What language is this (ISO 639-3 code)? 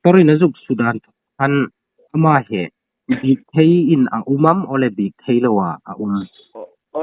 hmr